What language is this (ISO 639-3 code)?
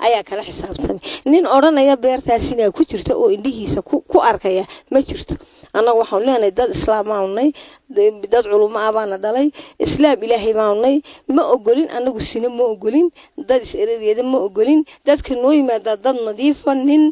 som